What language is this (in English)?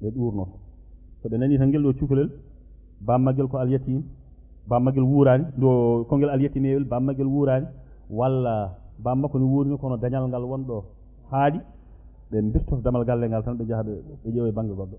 Fula